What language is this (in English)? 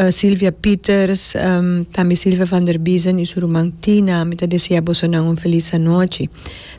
Papiamento